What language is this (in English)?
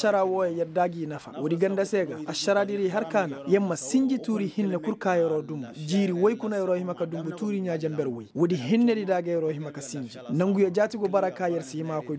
Koyraboro Senni